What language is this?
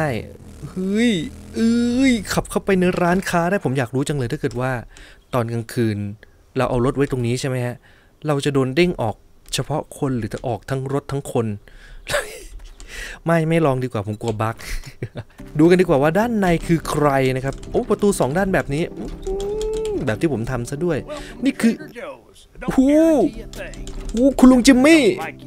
Thai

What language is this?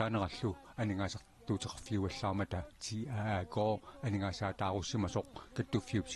Kalaallisut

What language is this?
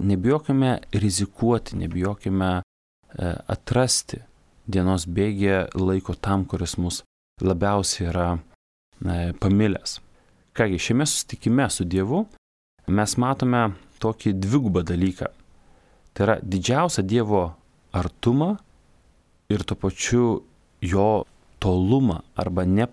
Lithuanian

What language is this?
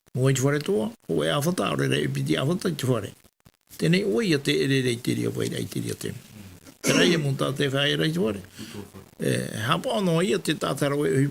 Tahitian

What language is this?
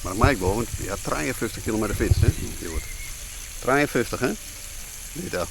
Western Frisian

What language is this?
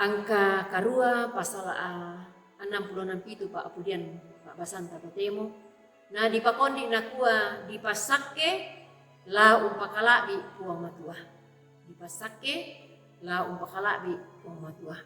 Toraja-Sa'dan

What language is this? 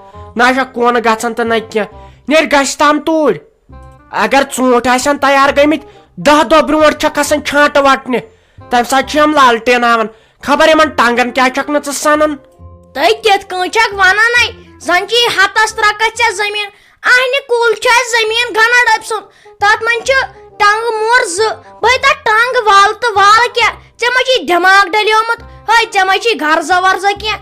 Kashmiri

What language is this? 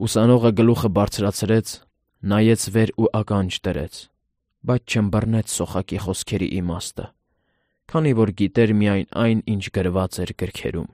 Armenian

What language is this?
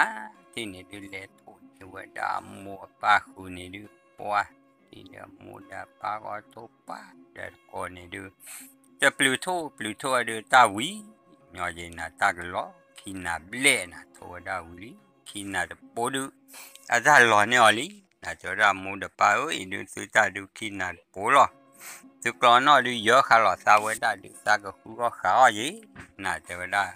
S'gaw Karen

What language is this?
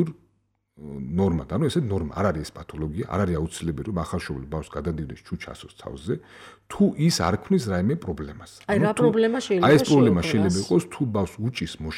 Georgian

